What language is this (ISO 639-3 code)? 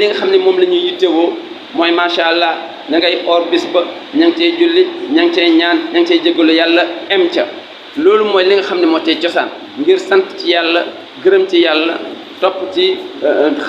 wol